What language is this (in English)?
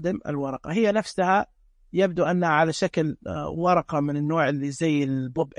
Najdi Arabic